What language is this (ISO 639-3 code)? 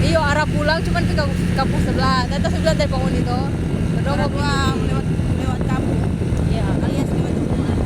xmm